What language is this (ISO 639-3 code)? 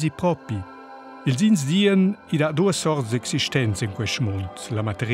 roh